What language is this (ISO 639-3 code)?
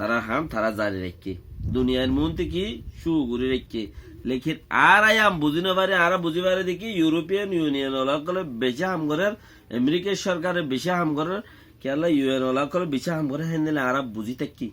rhg